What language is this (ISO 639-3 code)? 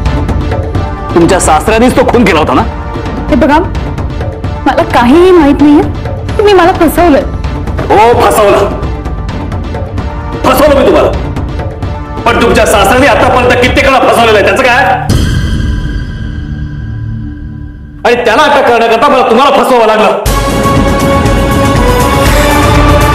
mar